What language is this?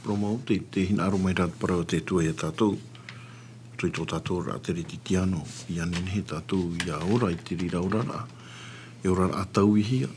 Tahitian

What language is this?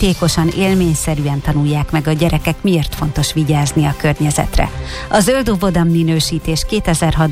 Hungarian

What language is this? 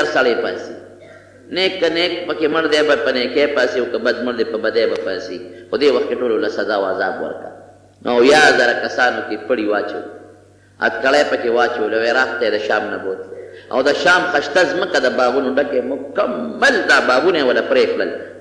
Pashto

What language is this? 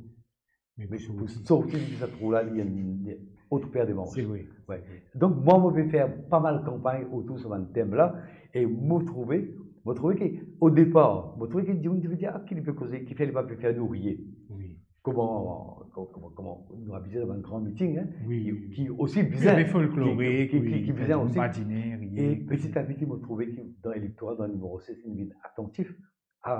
Morisyen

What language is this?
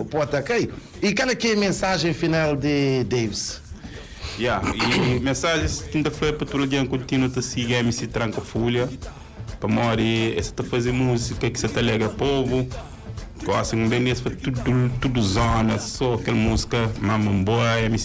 Kabuverdianu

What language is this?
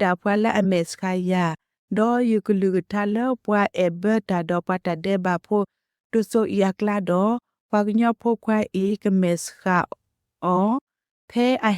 S'gaw Karen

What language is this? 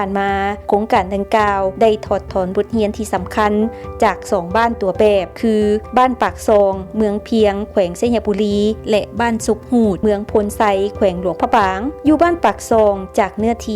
Lao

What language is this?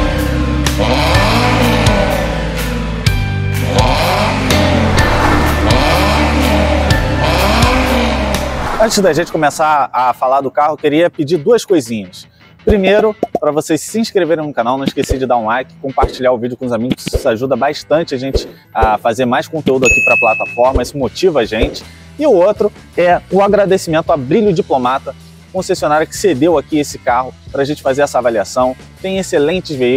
Portuguese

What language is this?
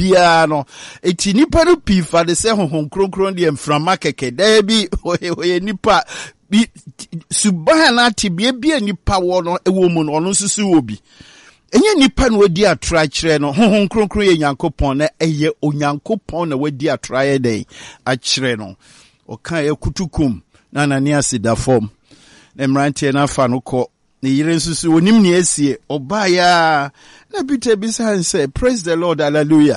Akan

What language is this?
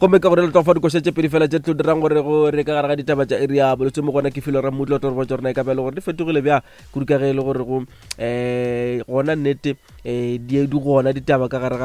Northern Sotho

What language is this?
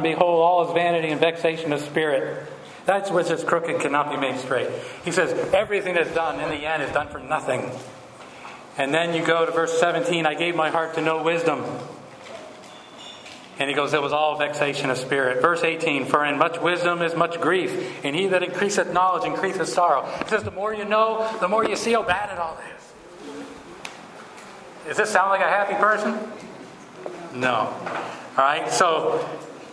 English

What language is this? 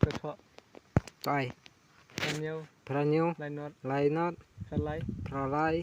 Khasi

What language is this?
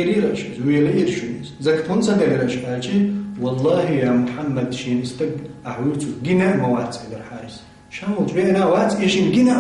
Chechen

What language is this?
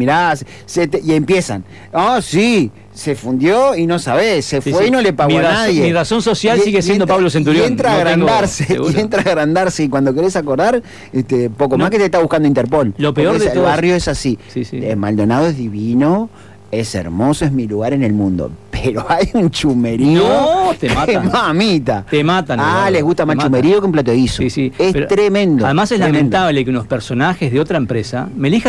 Spanish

